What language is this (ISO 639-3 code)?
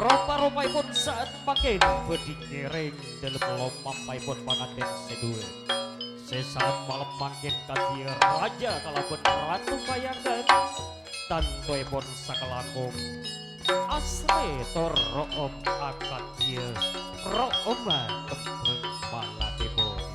mad